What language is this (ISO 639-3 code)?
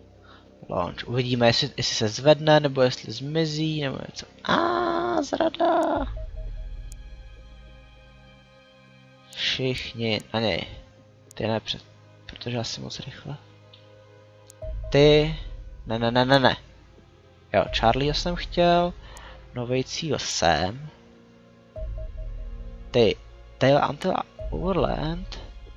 ces